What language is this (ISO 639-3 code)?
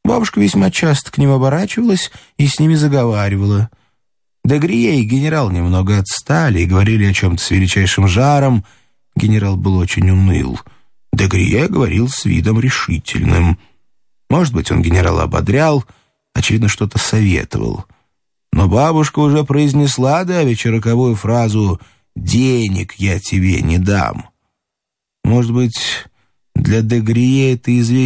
rus